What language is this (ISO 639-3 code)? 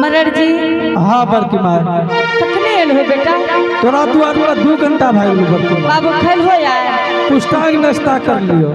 anp